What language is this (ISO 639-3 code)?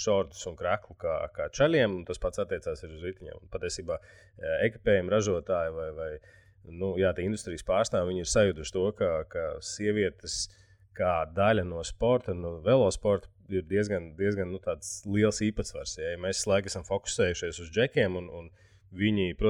lav